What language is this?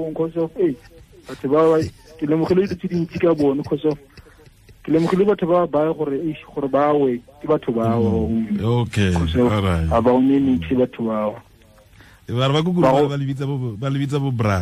Tswana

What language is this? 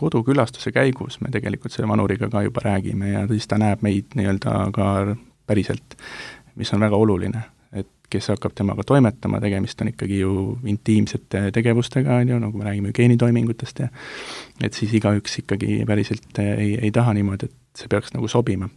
Estonian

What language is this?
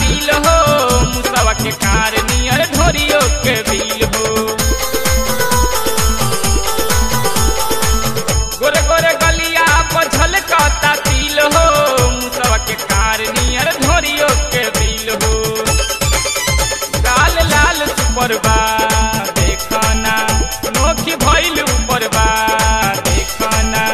Bhojpuri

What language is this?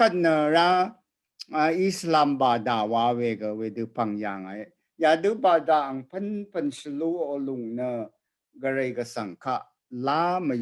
Rawang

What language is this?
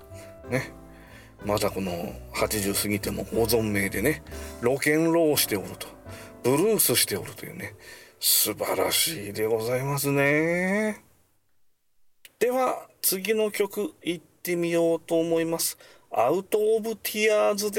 Japanese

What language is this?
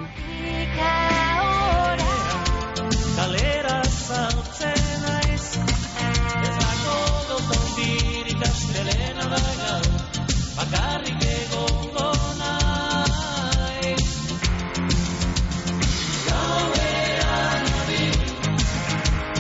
Basque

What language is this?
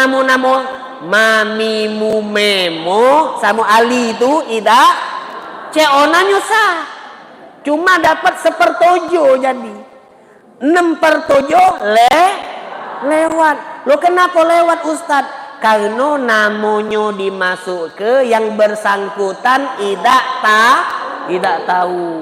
Musi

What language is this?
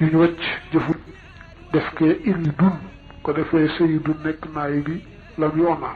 Wolof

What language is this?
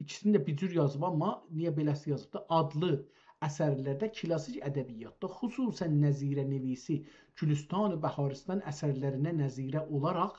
South Azerbaijani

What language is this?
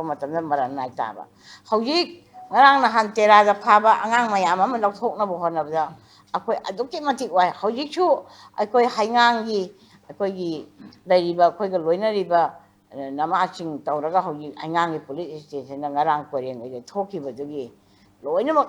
Manipuri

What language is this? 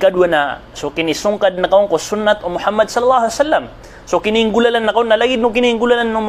Maranao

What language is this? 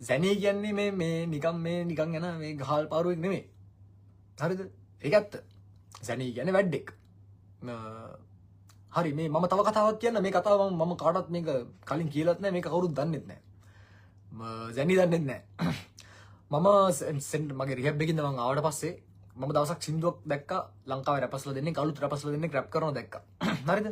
Sinhala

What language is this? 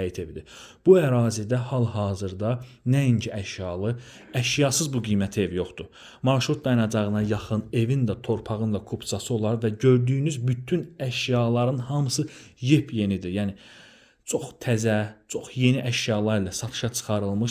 Azerbaijani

